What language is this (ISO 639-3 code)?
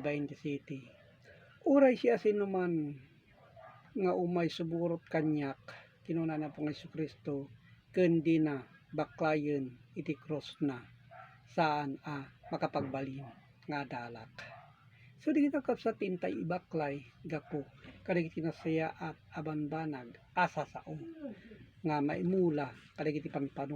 ilo